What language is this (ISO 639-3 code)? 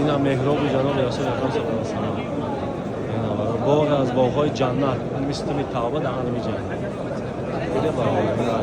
tgk